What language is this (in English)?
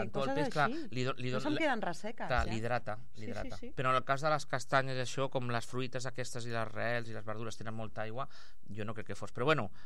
Catalan